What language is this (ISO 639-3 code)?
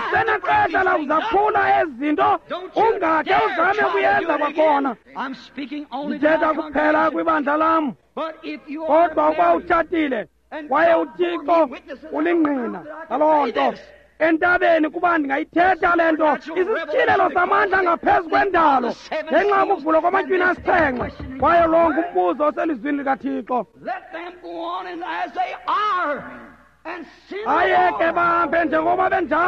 xho